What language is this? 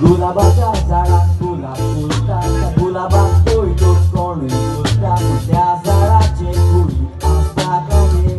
Konkani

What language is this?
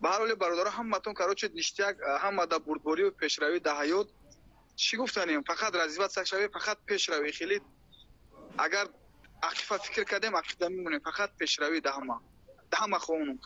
Tajik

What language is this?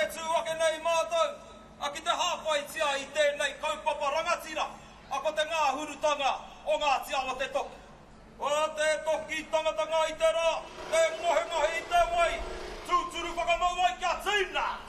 Māori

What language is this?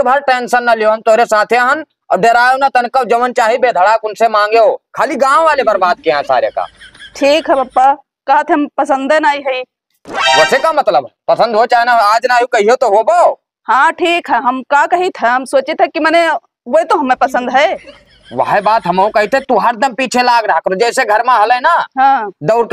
Awadhi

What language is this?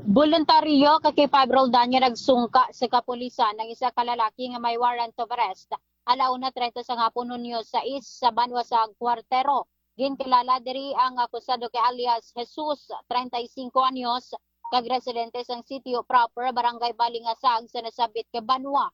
Hiligaynon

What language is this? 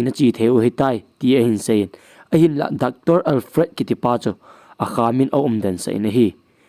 Thado Chin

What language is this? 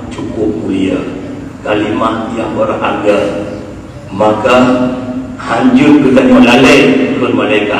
Achinese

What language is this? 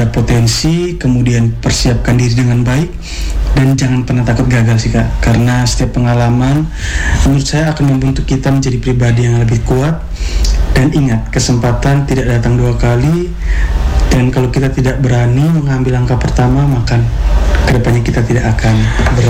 Indonesian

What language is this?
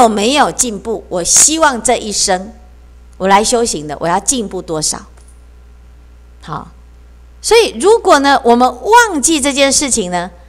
Chinese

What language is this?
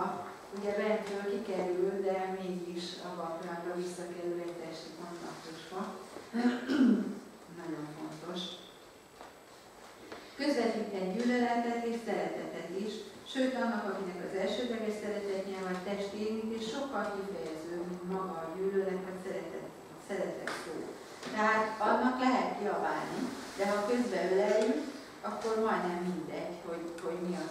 Hungarian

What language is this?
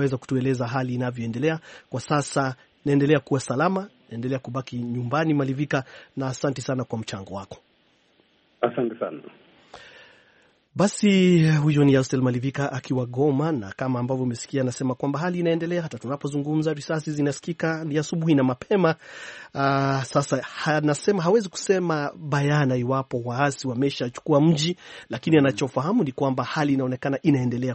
Swahili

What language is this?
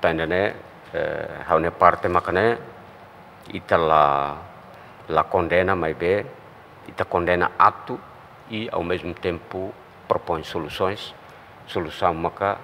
Tetum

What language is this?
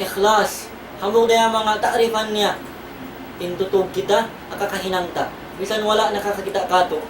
Tausug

